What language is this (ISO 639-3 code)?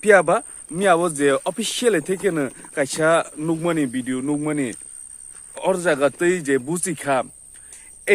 trp